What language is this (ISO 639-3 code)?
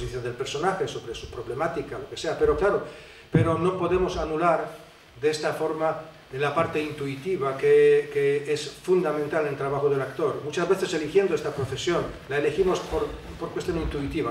spa